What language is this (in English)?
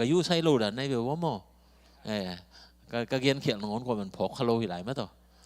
Tedim Chin